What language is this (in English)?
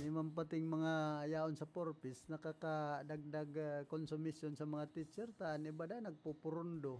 Bikol